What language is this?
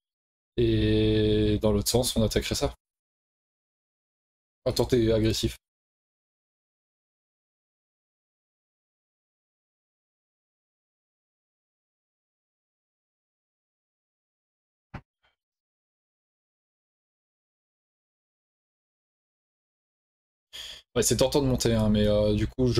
French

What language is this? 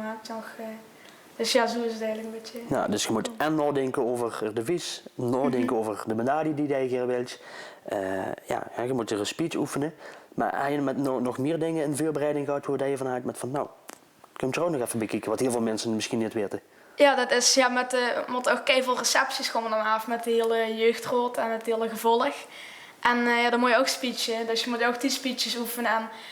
Limburgish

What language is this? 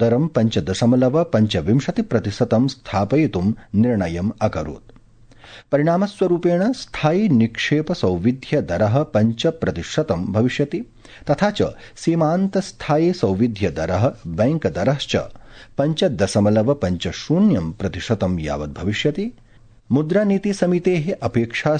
Sanskrit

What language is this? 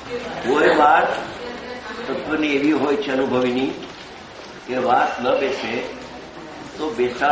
Gujarati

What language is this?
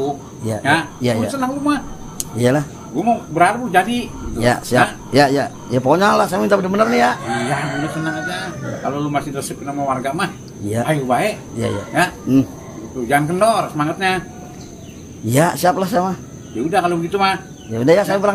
Betawi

